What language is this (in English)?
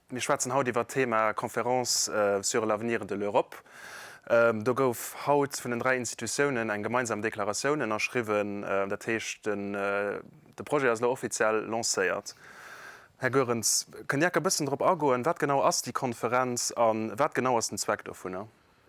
Luxembourgish